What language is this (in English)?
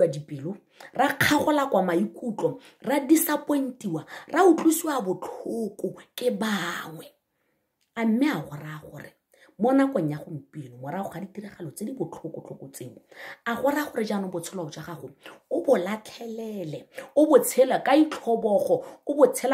Tswana